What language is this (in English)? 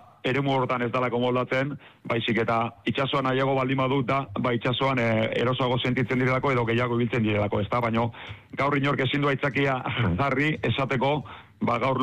Basque